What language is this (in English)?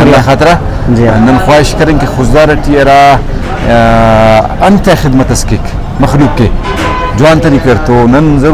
Brahui